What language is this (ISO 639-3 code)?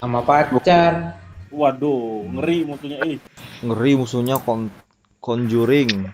bjn